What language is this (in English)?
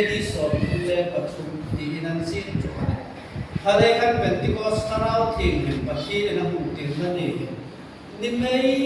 Hmar